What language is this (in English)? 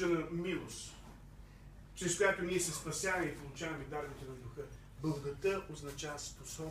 Bulgarian